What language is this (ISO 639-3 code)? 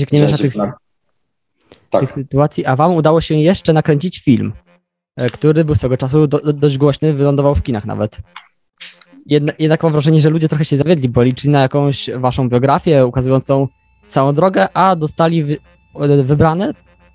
pol